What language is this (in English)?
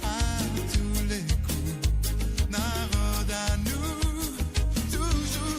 Morisyen